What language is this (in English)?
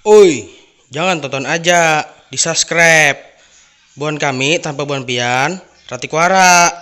Banjar